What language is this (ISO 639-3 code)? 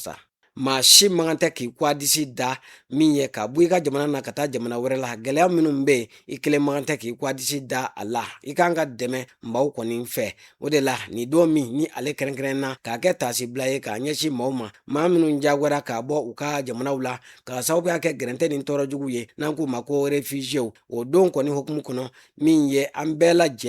bam